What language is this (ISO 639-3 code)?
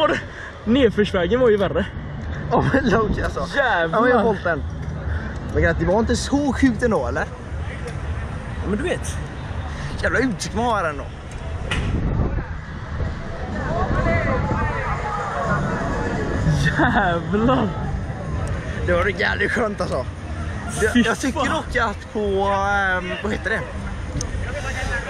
swe